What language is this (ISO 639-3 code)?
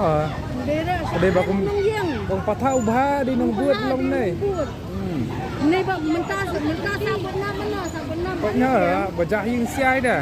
kha